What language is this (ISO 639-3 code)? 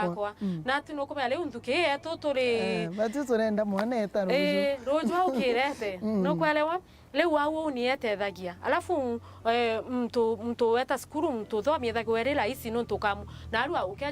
mer